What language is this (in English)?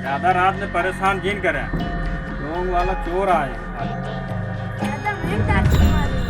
Awadhi